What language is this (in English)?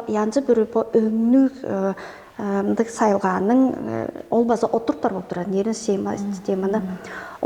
Tuvinian